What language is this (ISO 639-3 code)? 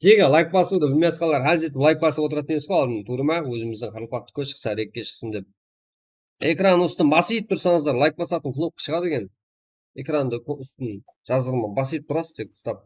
kaa